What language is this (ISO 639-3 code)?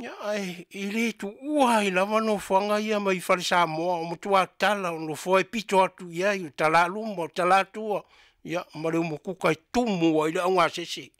smo